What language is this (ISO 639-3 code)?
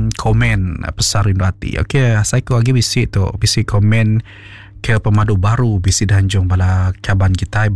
iba